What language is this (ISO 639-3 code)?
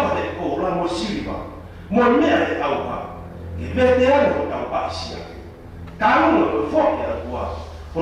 ton